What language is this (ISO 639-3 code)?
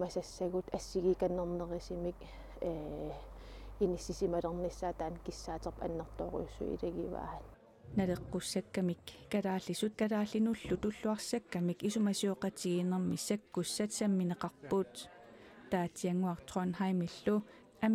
kal